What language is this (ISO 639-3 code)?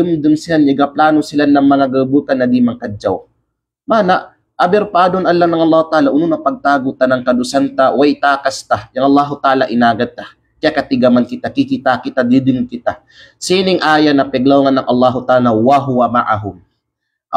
kqe